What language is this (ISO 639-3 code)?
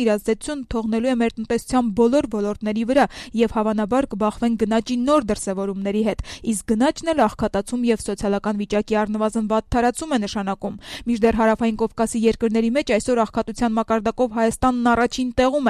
hye